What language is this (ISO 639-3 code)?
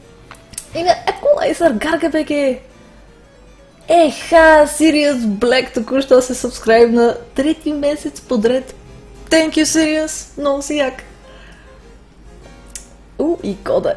bul